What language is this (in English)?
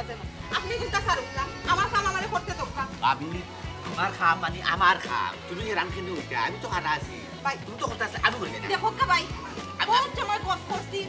Sylheti